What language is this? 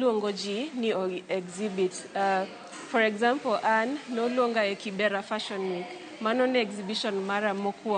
Luo (Kenya and Tanzania)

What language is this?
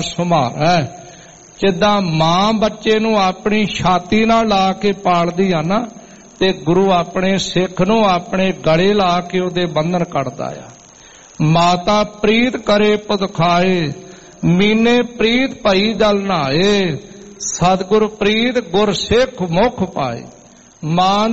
Punjabi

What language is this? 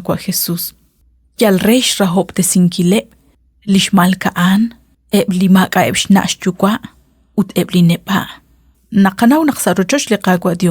Kekchí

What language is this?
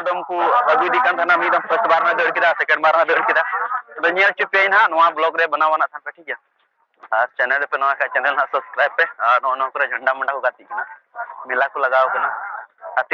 Santali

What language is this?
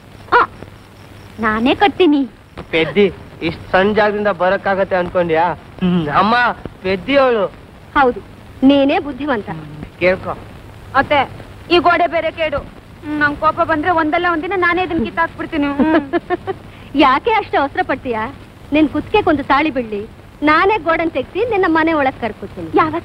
Kannada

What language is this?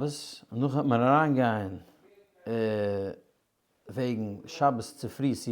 Yiddish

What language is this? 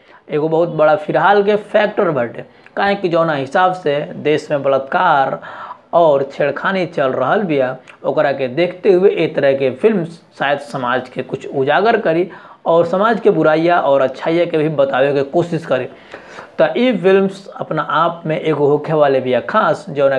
Bhojpuri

